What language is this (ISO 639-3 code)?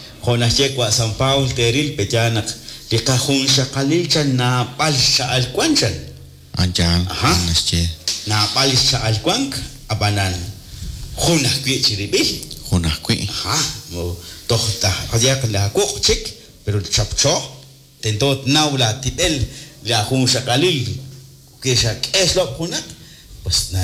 kek